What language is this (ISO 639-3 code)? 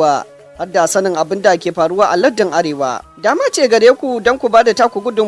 hau